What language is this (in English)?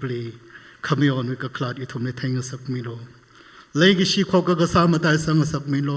Tangkhul Naga (India)